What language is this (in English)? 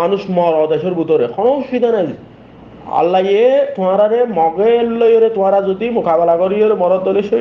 Rohingya